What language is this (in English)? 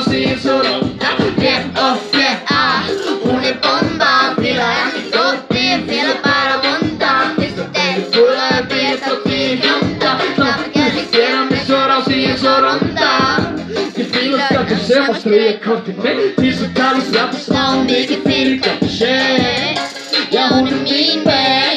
Icelandic